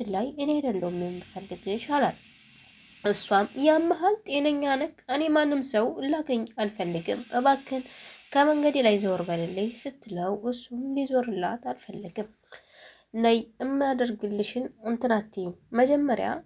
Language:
Amharic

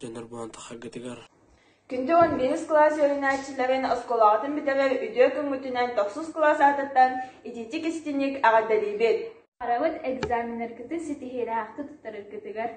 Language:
Yakut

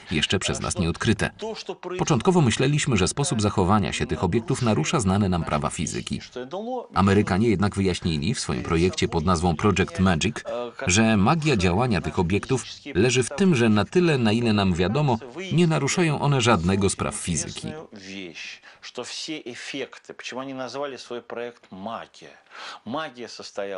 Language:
Polish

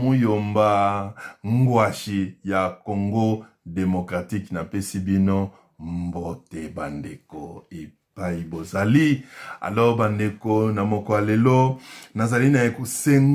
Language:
Lingala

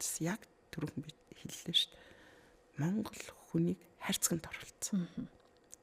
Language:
Mongolian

